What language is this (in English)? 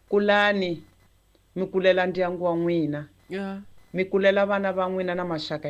Tsonga